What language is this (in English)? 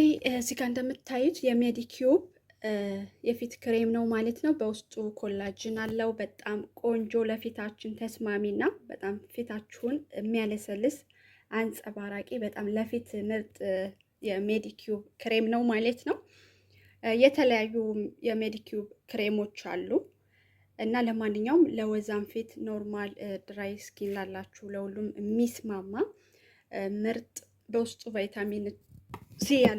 Amharic